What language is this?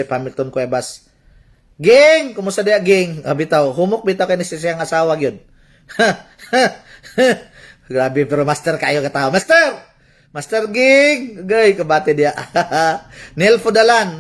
Cebuano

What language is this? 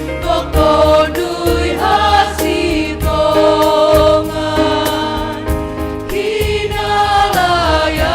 Batak Simalungun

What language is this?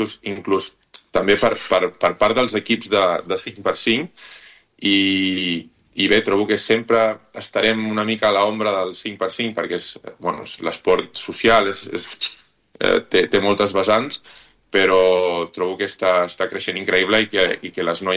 Catalan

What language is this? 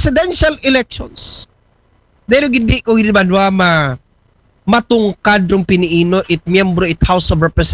Aklanon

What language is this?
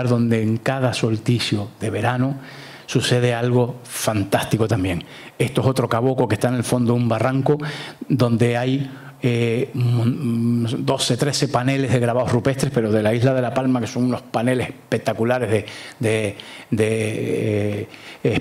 Spanish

